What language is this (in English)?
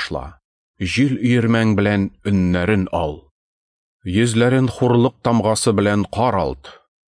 Tatar